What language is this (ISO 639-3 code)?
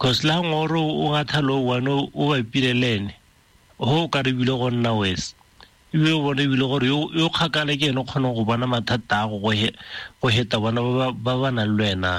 tsn